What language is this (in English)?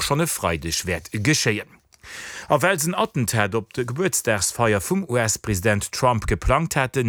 Luxembourgish